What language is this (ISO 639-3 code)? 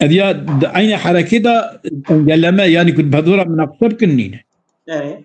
kur